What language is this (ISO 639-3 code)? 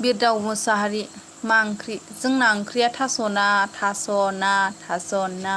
brx